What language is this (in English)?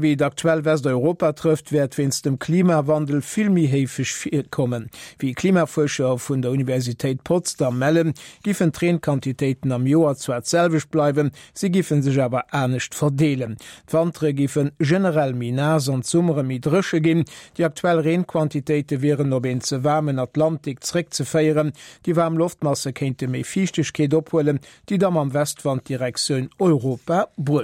Luxembourgish